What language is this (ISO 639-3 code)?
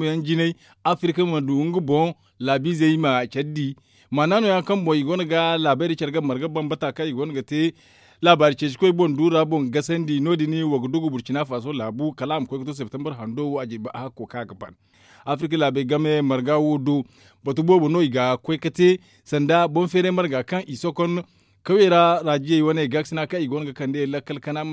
dje